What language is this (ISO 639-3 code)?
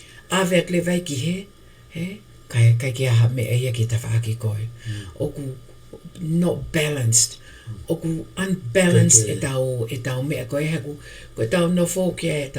ton